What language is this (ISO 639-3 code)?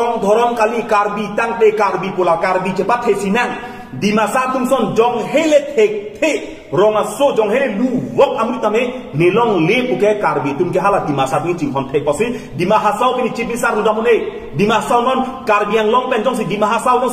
mjw